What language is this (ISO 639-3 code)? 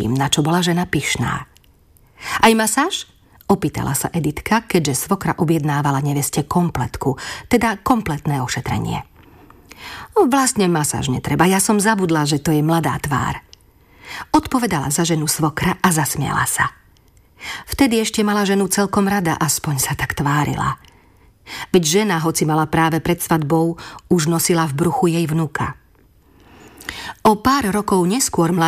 slk